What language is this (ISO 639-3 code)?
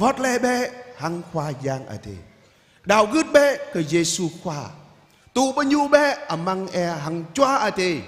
jra